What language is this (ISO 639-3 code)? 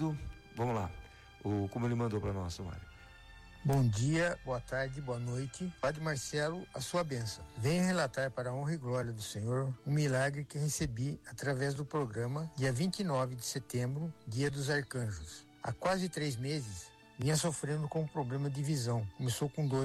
por